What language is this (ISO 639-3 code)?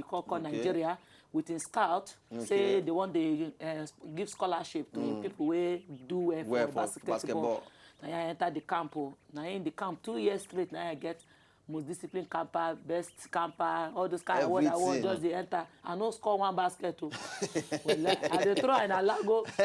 pcm